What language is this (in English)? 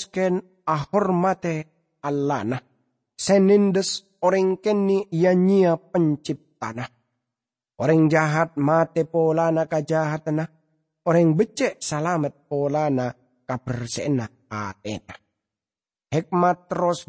Madurese